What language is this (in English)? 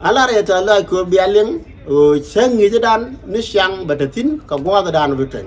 Nuer